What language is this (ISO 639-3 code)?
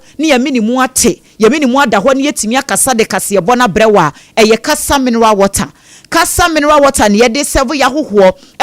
aka